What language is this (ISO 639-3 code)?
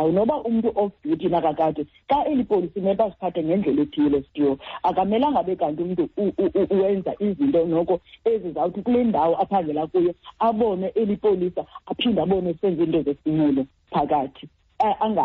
xho